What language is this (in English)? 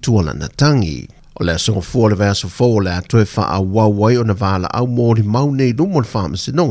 Samoan